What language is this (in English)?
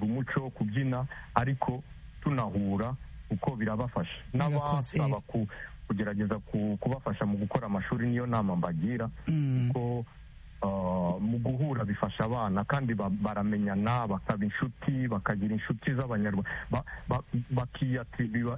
Kinyarwanda